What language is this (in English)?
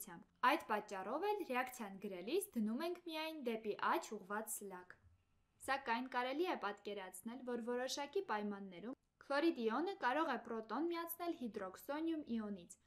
Armenian